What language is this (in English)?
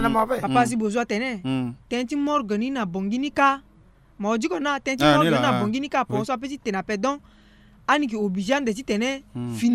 Sango